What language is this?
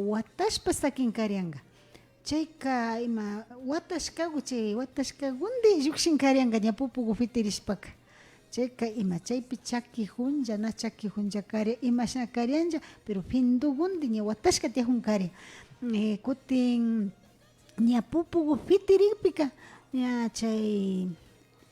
Imbabura Highland Quichua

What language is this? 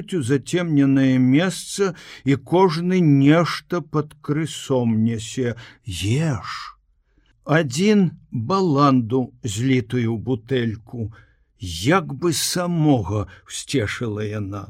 Belarusian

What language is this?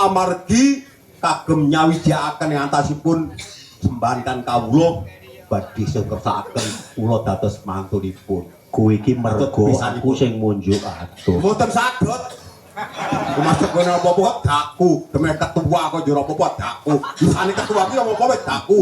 Javanese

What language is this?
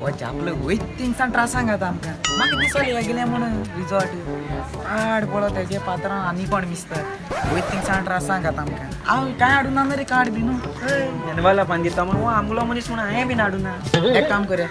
Konkani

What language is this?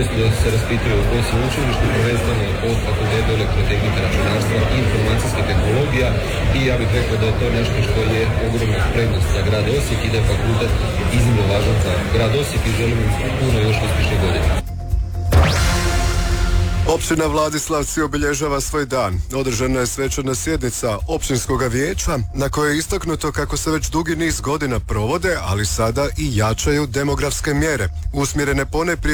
Croatian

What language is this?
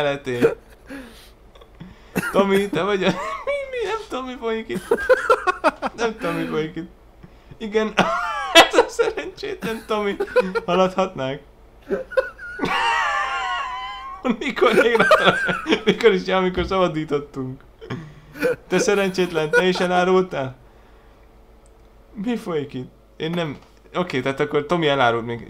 Hungarian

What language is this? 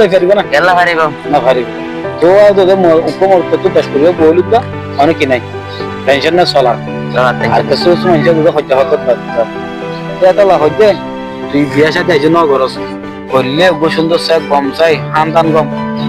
Rohingya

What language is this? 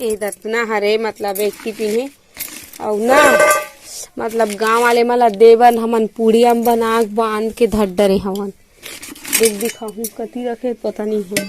Chhattisgarhi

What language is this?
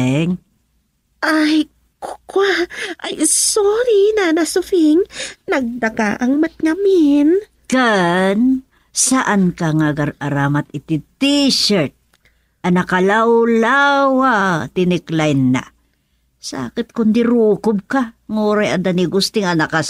Iloko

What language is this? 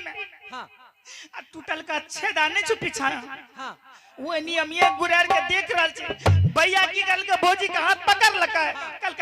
Angika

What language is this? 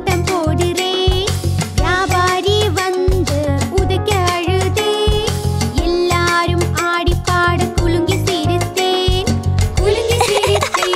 Tamil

